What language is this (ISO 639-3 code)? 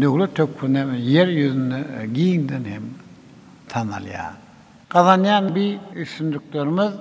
tuk